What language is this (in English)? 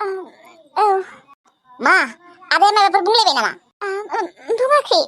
Bodo